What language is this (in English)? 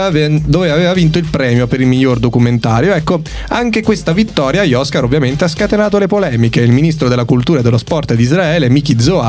Italian